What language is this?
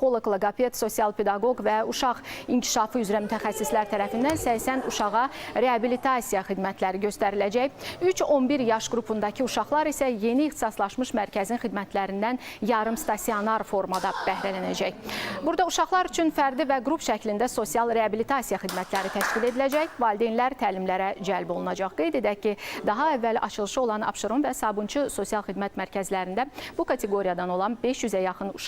Azerbaijani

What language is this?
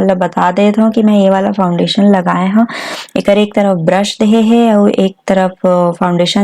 Chhattisgarhi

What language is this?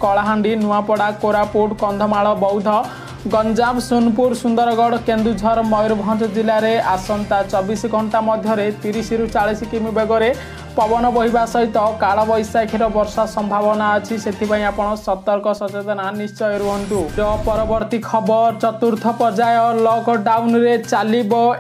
Odia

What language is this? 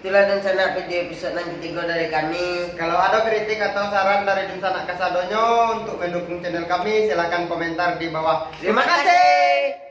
Minangkabau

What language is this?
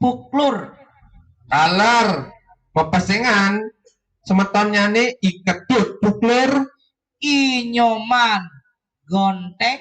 Balinese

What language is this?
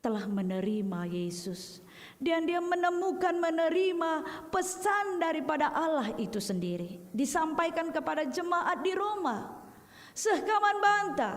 Batak Karo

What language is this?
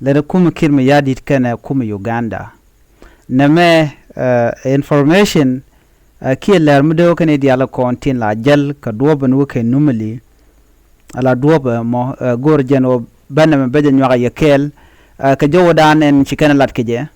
Nuer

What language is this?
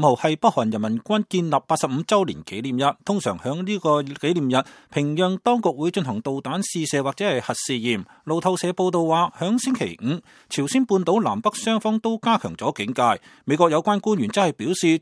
Cantonese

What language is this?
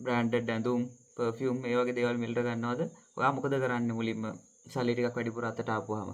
Sinhala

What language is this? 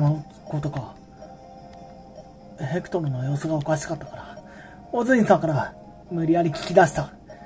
Japanese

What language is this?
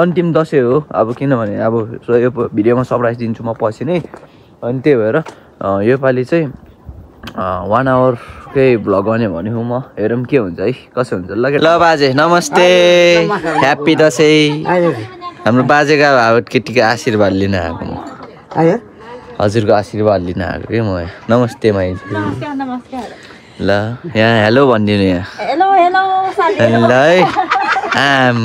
Nepali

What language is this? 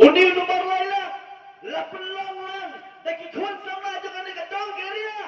Khasi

